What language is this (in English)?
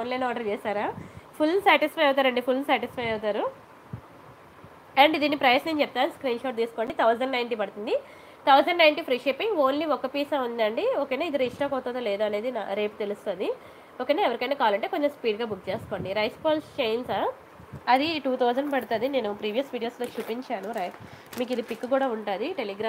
Telugu